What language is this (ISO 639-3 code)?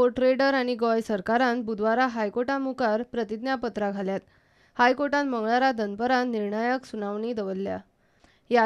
kok